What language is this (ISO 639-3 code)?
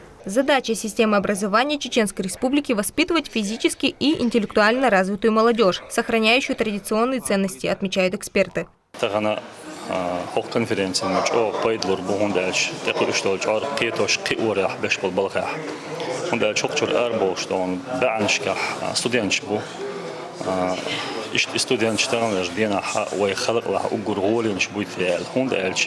che